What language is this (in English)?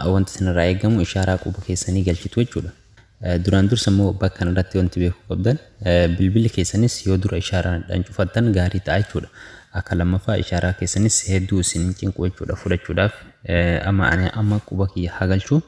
Oromo